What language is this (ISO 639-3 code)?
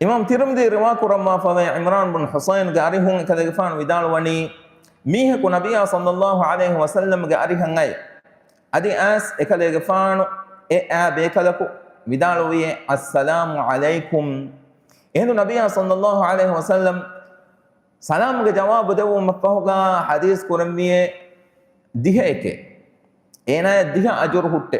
div